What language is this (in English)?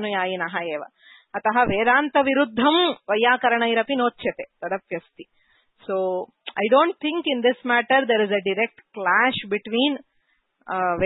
Sanskrit